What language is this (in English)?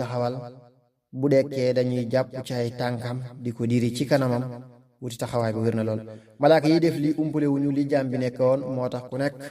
Wolof